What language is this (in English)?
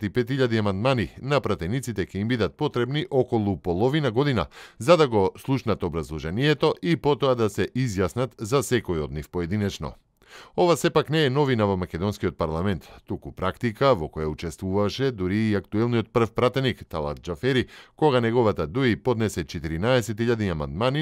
Macedonian